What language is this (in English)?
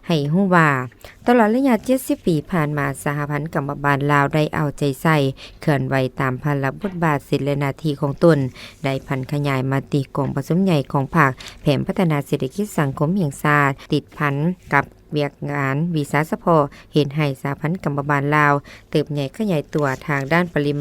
Lao